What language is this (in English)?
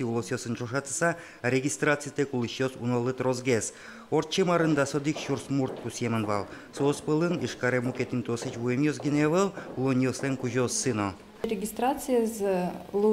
Udmurt